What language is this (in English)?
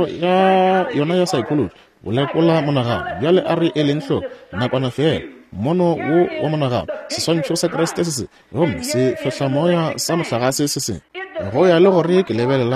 Northern Sotho